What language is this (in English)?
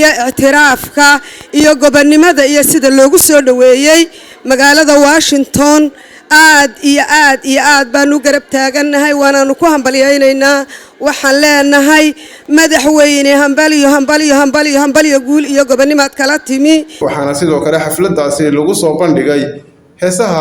Somali